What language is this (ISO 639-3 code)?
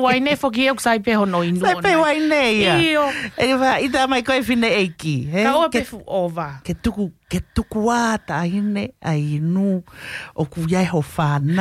ton